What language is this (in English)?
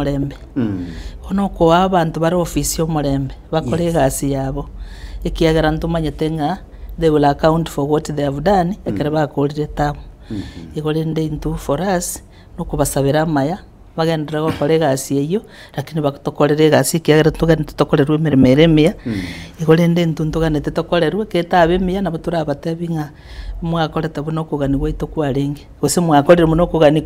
Gusii